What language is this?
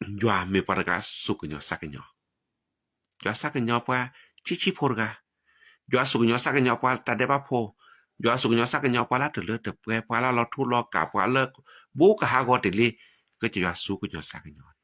S'gaw Karen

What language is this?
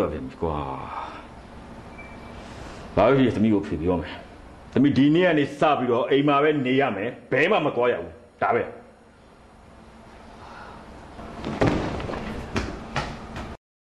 Burmese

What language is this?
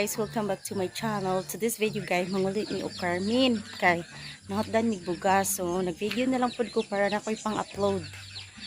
Cebuano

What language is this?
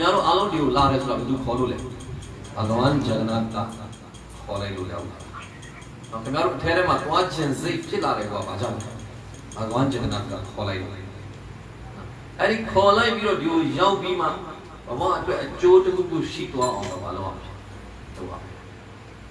Burmese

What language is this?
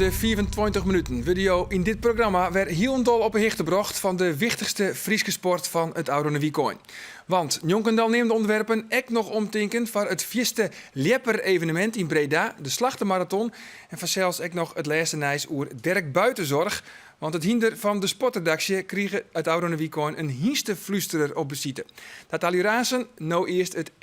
Western Frisian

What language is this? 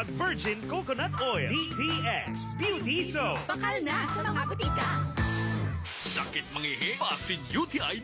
Cebuano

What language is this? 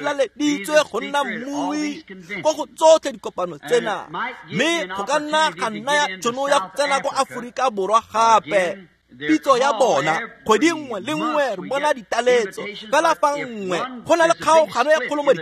Tswana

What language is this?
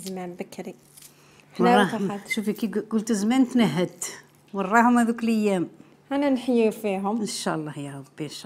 Algerian Arabic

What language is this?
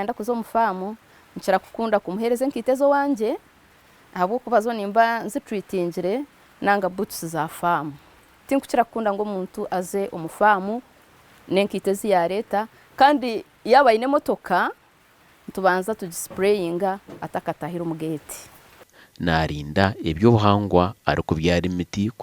Nyankole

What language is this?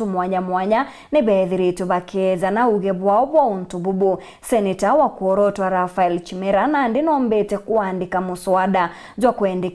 Meru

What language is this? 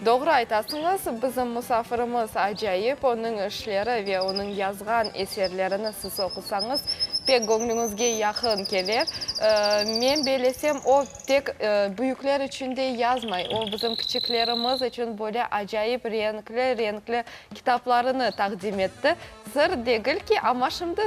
Crimean Tatar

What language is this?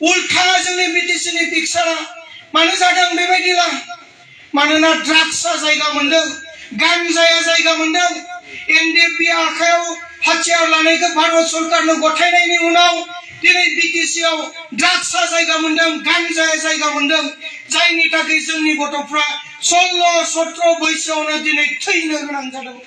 Bodo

